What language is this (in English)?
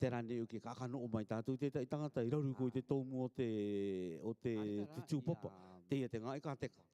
Rarotongan